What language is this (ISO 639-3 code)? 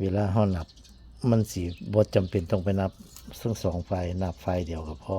tts